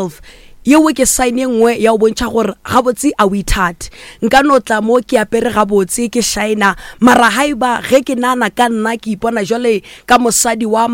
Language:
Northern Sotho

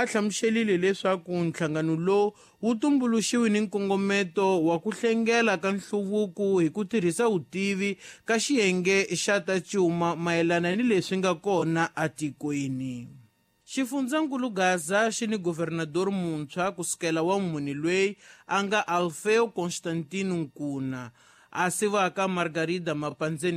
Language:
Tsonga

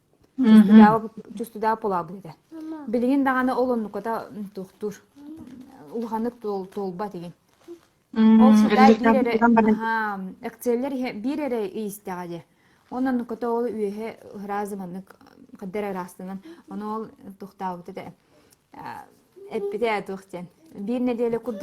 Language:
Yakut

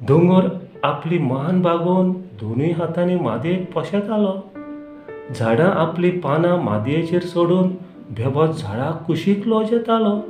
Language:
Konkani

